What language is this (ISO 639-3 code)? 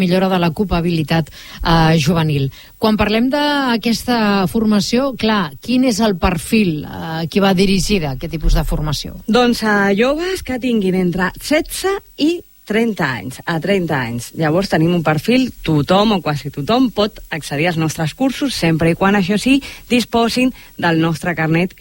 cat